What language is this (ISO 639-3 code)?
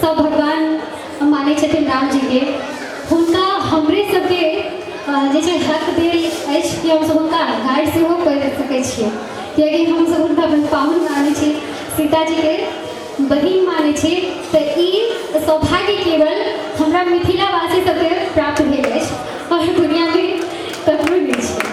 mai